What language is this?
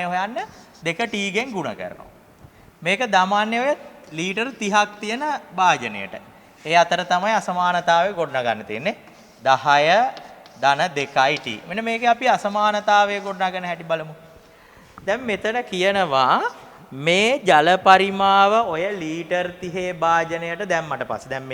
Sinhala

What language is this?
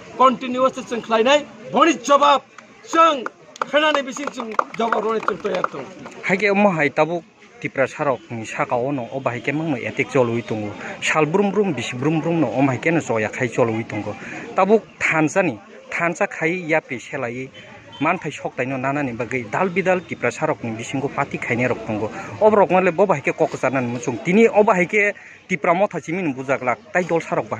Kok Borok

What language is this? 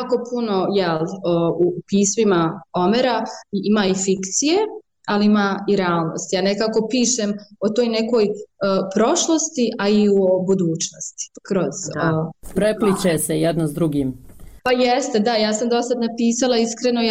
Bosnian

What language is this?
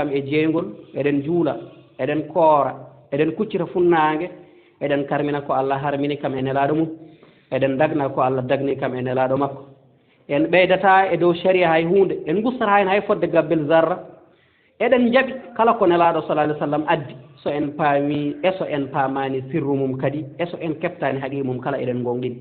Fula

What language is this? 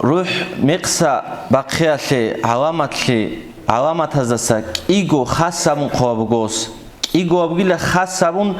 Avaric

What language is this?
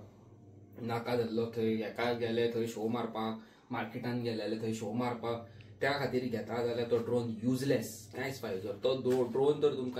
Konkani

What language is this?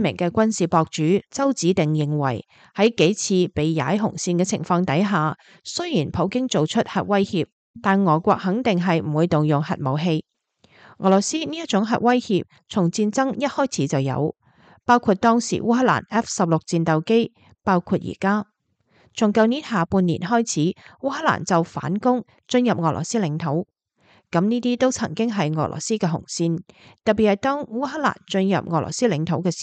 Cantonese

